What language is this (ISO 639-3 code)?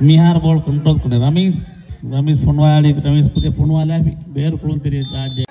div